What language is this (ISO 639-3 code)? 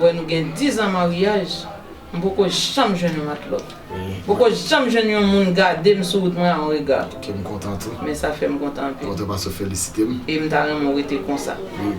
hat